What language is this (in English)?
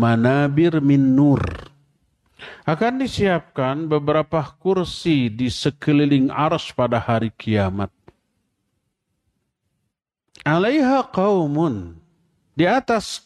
Indonesian